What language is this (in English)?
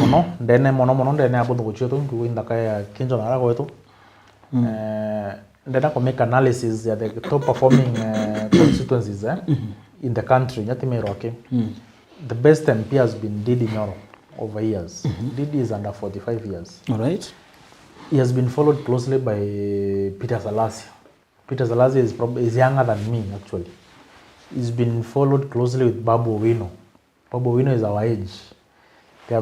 Meru